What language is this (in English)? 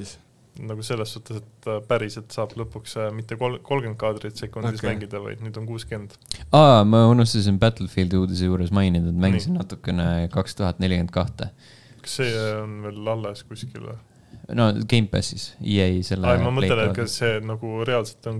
Estonian